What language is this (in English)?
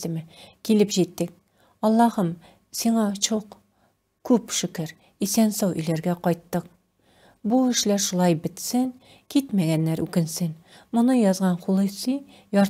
Tatar